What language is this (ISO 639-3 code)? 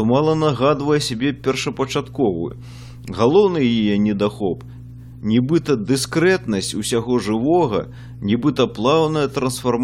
bel